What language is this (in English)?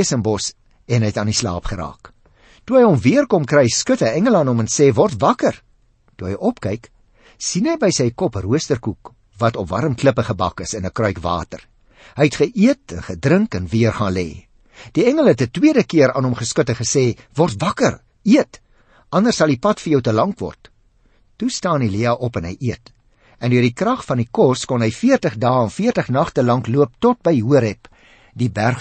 Afrikaans